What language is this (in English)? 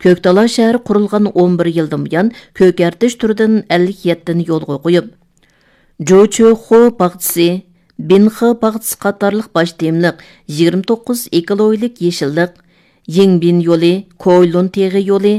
Uyghur